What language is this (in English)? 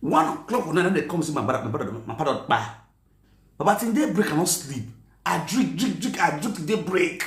Nigerian Pidgin